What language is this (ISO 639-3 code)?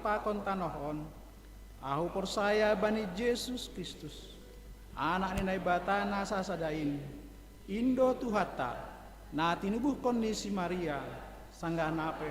bts